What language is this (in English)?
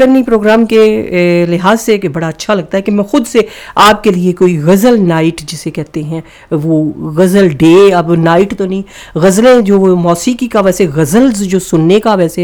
Urdu